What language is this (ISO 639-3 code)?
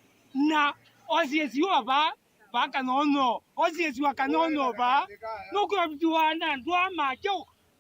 kam